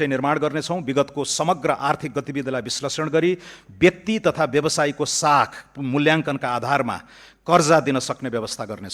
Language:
Nepali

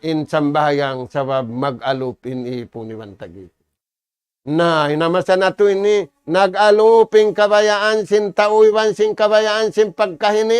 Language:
Tausug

